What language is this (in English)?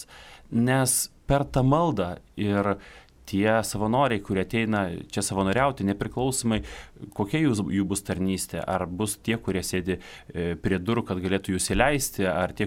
Lithuanian